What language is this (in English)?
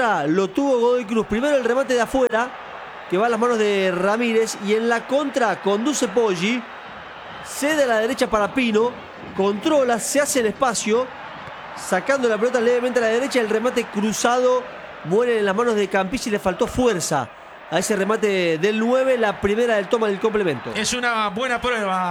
Spanish